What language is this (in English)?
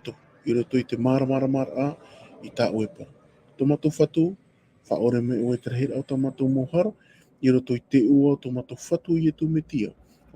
Tahitian